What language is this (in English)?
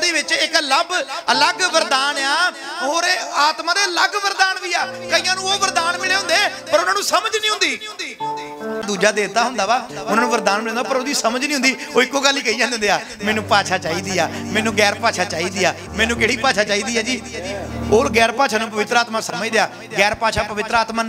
Punjabi